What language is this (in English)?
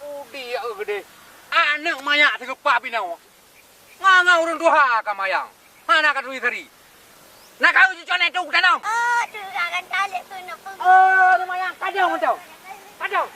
Achinese